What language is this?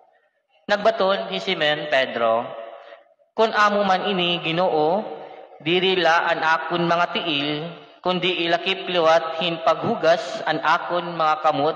Waray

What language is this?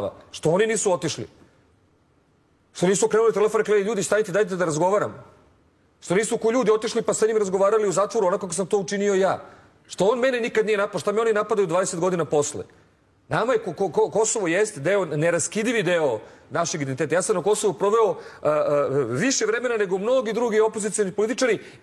Serbian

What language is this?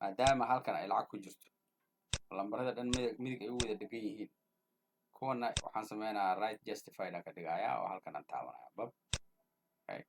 Somali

